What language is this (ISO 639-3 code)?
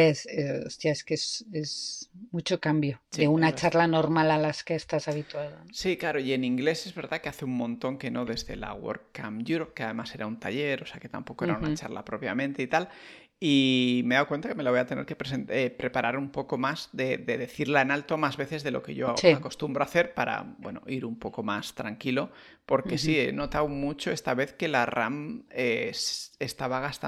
spa